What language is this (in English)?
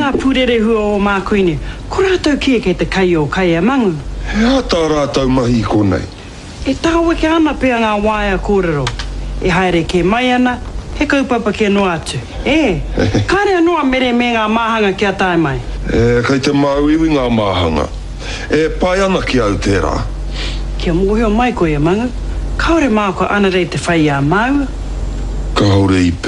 Māori